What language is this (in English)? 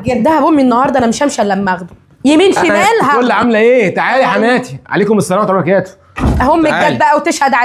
Egyptian Arabic